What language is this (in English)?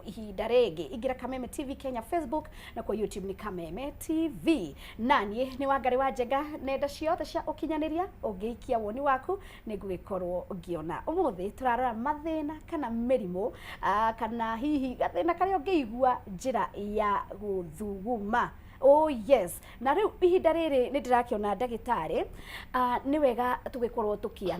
Kikuyu